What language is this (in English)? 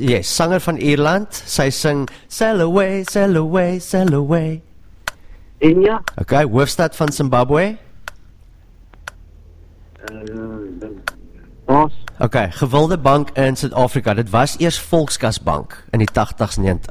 Afrikaans